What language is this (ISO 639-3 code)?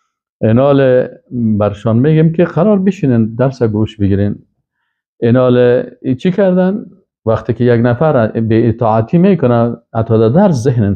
fas